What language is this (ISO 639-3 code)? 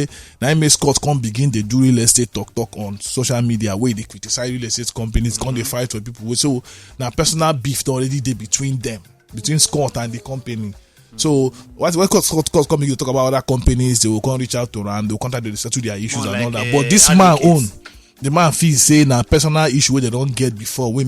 pcm